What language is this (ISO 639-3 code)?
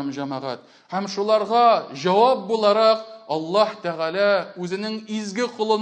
tat